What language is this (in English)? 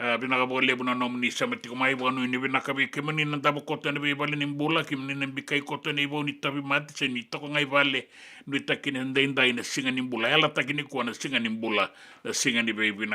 Fijian